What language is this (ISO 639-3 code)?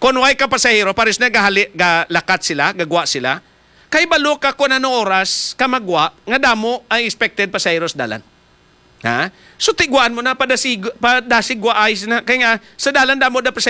hil